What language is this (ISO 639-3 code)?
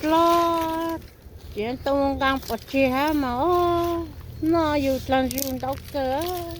hmn